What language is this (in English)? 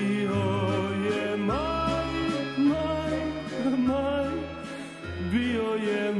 Croatian